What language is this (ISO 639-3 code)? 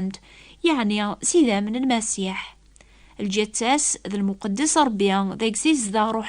kab